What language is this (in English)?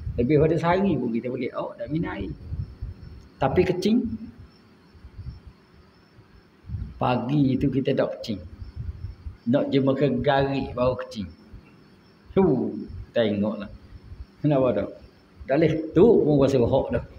Malay